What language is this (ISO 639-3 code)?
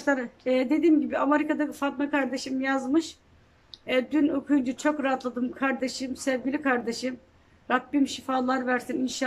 tur